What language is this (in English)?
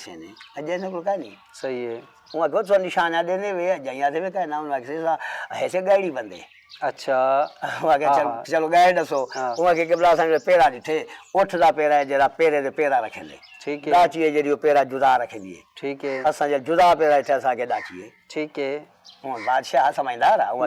Saraiki